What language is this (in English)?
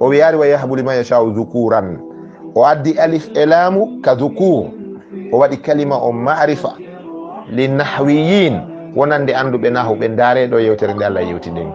Fula